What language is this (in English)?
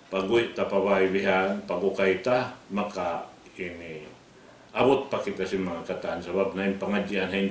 Tausug